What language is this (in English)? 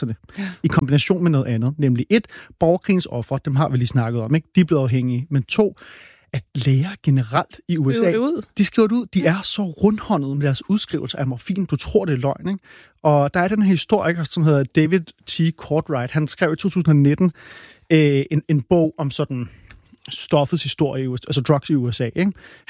Danish